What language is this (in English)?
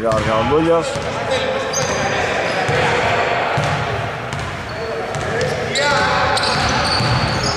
Greek